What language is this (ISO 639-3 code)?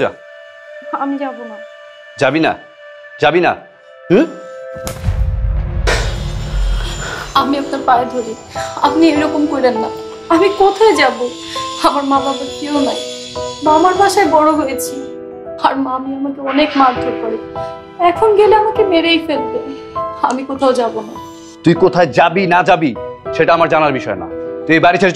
ben